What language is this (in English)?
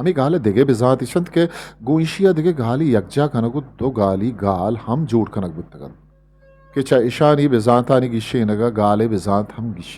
Eastern Balochi